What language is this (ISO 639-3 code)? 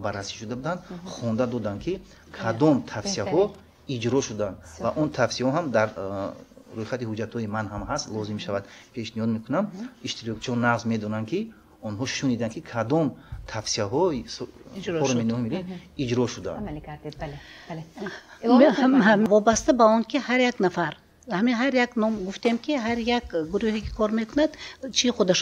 tgk